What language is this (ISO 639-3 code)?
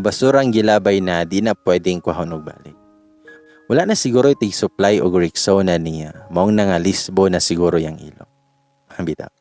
ceb